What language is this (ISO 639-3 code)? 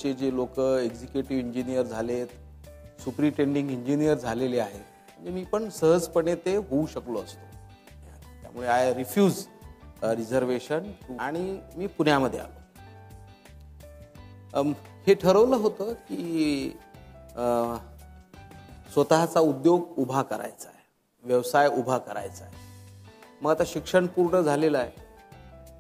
mar